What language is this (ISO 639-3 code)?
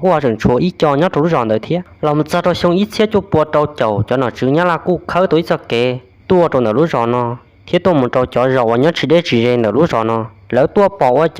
hmn